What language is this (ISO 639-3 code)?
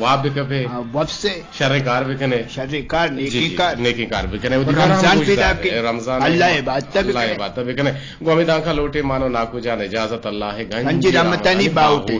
bgp